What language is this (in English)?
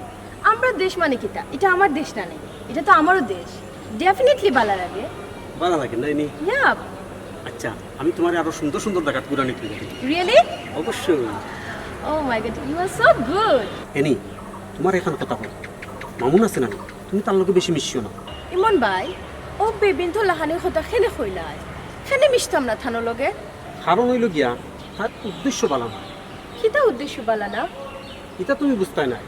Sylheti